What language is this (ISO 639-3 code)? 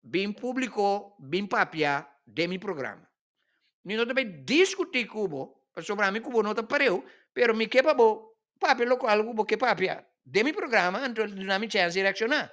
pap